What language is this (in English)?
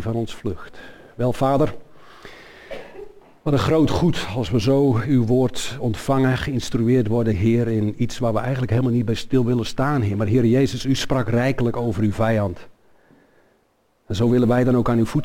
Dutch